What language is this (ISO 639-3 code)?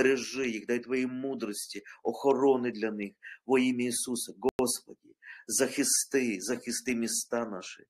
ukr